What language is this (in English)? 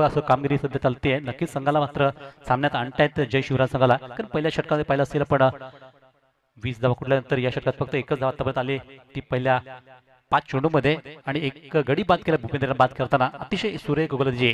Marathi